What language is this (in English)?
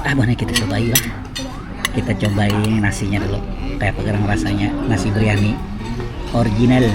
Banjar